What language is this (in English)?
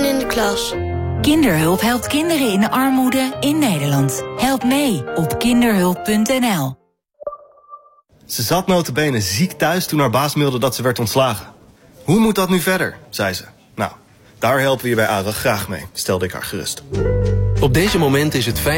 Dutch